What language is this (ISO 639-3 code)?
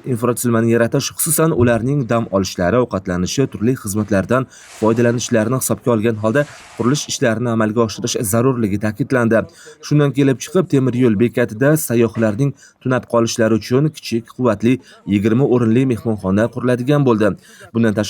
uzb